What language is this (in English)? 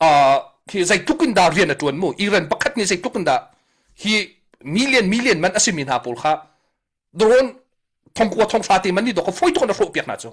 Hakha Chin